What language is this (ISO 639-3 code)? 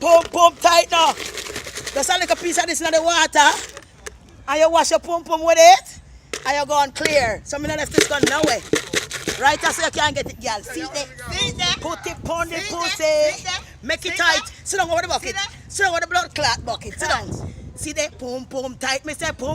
jam